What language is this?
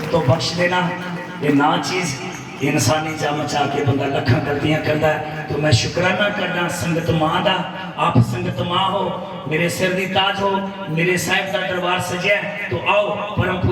Dogri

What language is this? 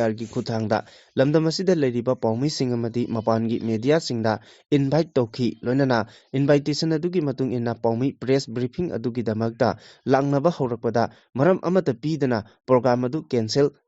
Manipuri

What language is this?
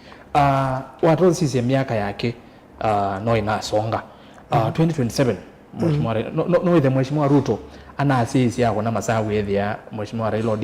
Kamba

